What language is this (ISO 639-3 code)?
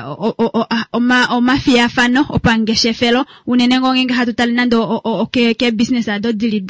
kua